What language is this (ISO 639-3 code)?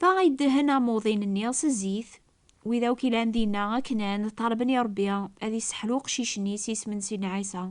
kab